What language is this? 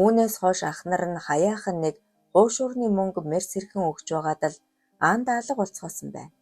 Mongolian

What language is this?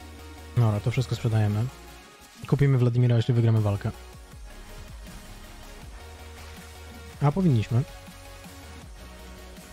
Polish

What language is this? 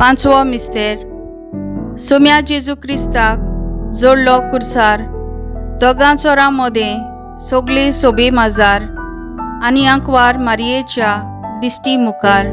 Konkani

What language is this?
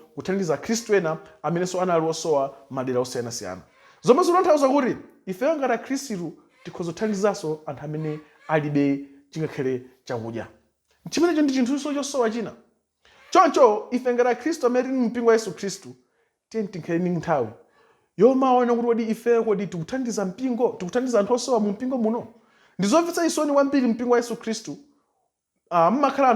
Nyanja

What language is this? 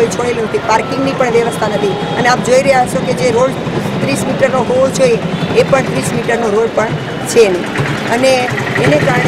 Gujarati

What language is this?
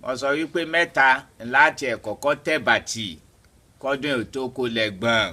Yoruba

